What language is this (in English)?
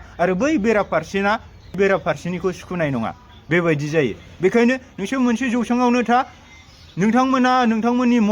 Bodo